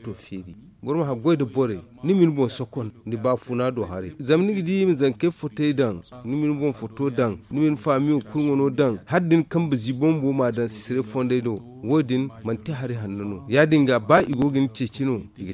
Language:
Zarma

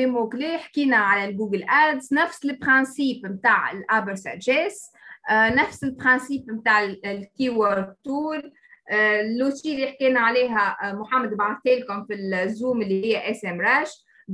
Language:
Tunisian Arabic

